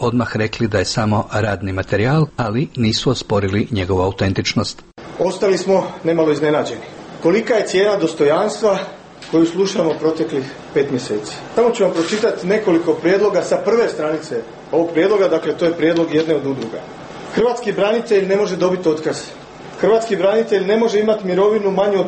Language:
Croatian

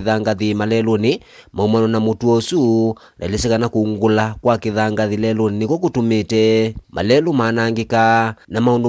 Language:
Kamba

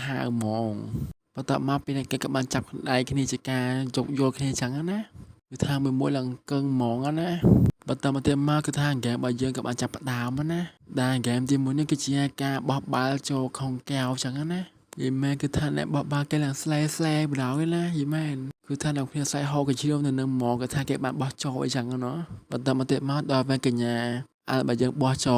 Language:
Khmer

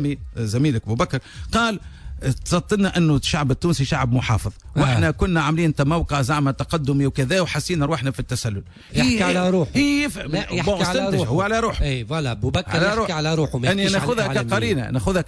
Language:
Tunisian Arabic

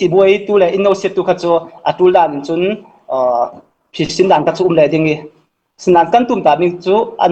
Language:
Falam Chin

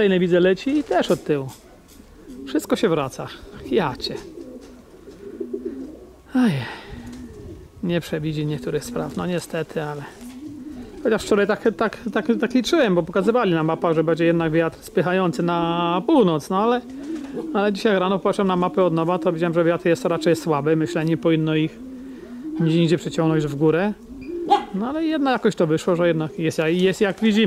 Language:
Polish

